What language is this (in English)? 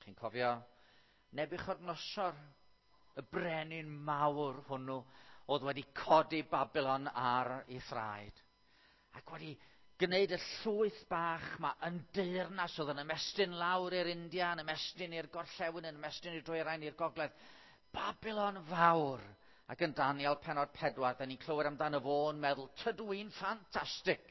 Welsh